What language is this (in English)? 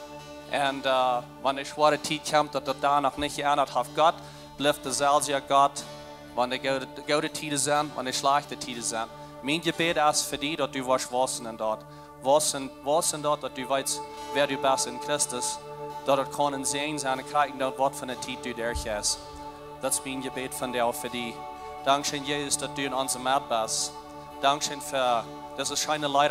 Plautdietsch